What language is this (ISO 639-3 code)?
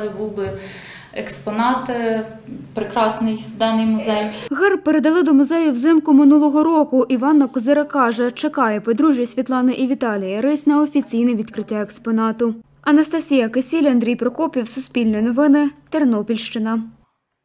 ukr